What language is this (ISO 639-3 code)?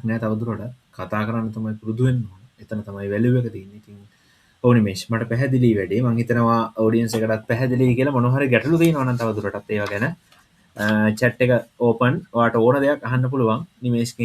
sin